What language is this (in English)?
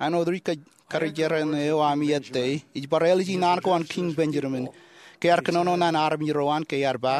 Marshallese